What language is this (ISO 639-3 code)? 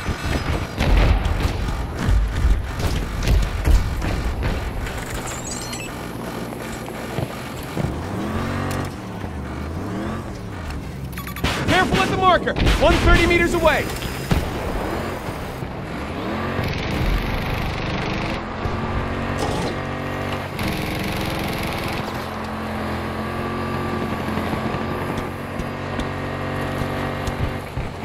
eng